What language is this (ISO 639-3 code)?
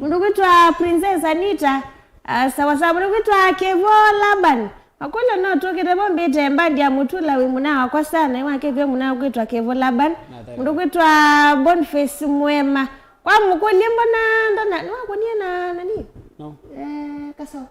kam